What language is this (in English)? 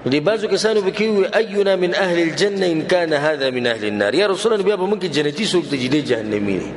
Pashto